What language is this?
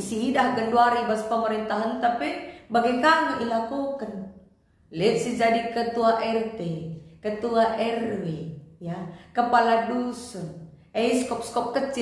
Batak Karo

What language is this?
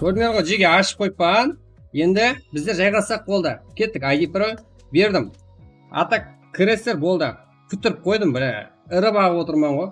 Kara-Kalpak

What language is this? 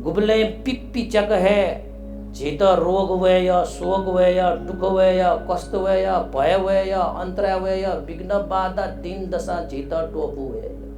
Newari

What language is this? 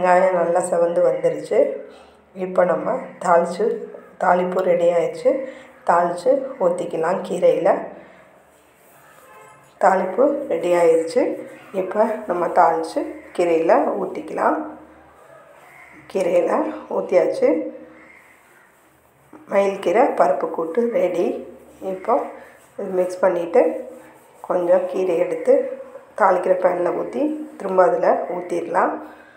Tamil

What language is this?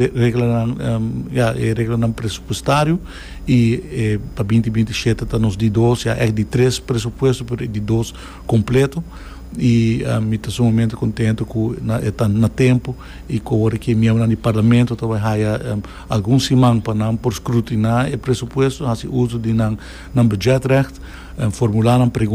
Papiamento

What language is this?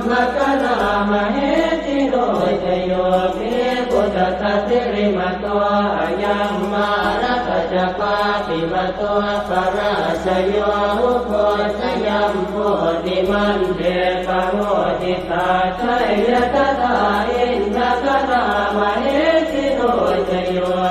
Pali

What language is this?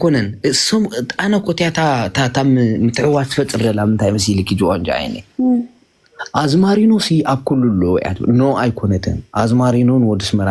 Tigrinya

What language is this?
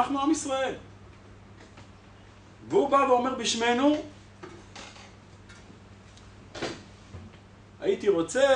Hebrew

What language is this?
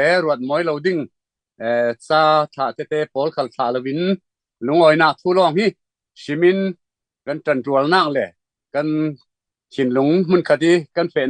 Falam Chin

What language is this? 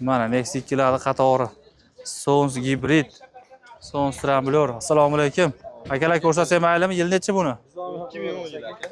Uzbek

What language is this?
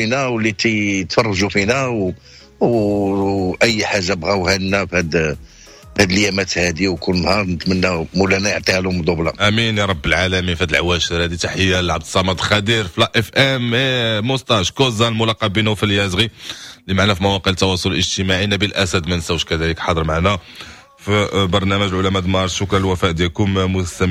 Moroccan Arabic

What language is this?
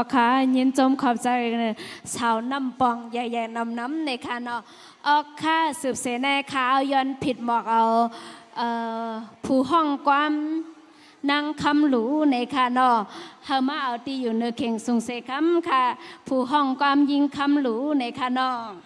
Shan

